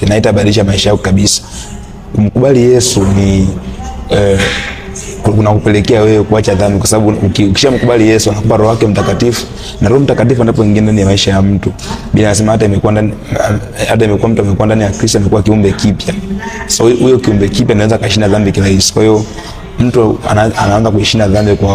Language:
Swahili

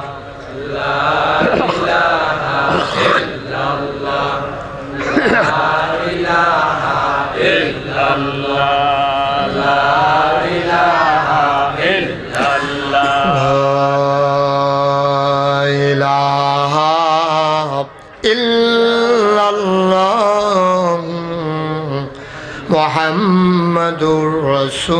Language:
Bangla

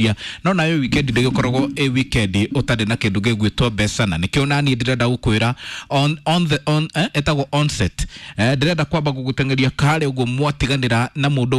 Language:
Kikuyu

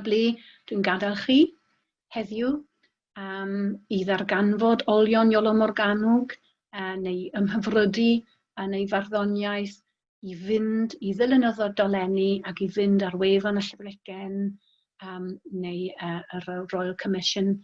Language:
Welsh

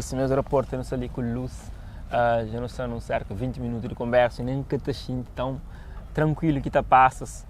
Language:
Kabuverdianu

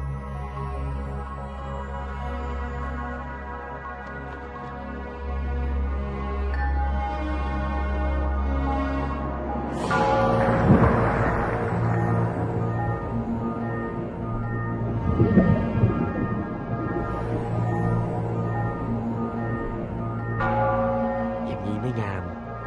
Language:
Thai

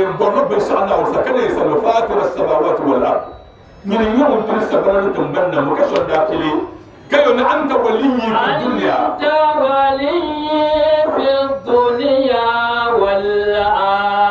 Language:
Dagbani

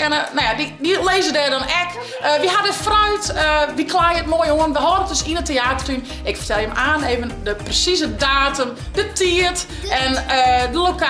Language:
Western Frisian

